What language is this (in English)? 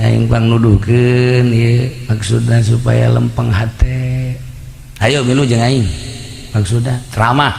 Sundanese